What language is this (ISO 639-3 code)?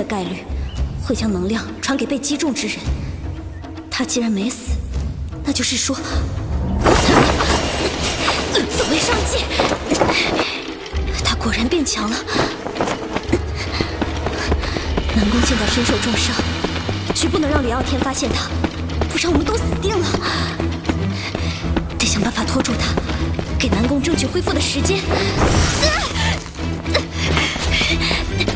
zho